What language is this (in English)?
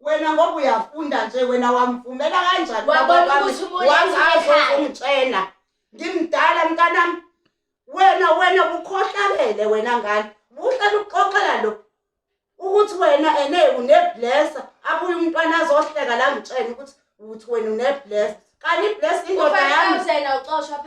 Zulu